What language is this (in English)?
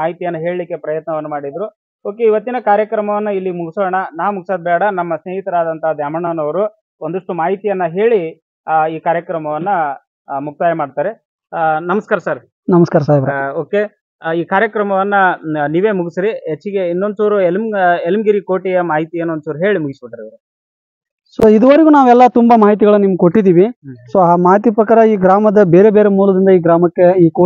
Kannada